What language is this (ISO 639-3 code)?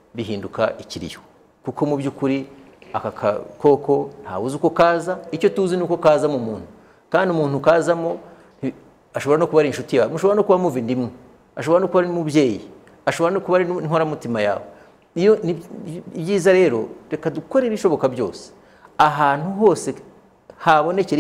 kin